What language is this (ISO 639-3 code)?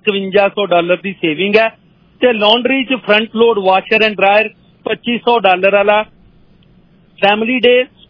pan